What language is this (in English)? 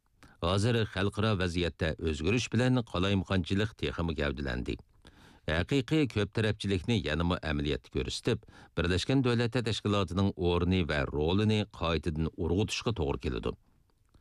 Uyghur